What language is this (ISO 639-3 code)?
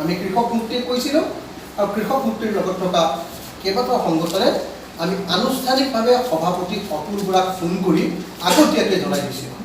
asm